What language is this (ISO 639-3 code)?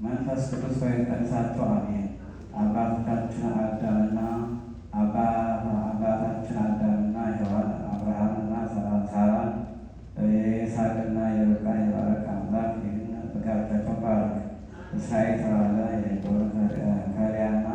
amh